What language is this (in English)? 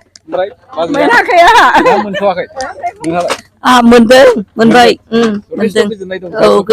Bodo